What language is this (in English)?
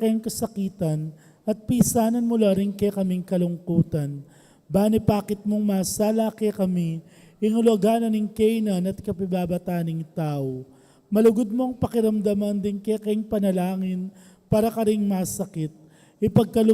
Pampanga